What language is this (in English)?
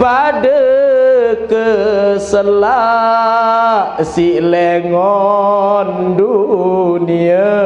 Sasak